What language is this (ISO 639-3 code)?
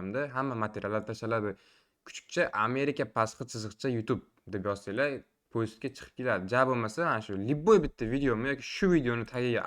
uzb